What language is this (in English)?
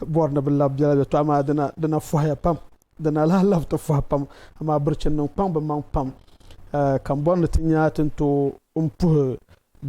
Dagbani